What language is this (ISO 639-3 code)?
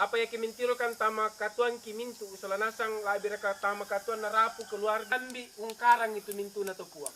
sda